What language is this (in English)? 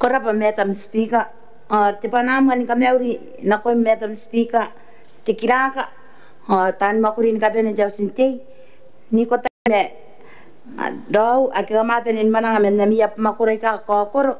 Gilbertese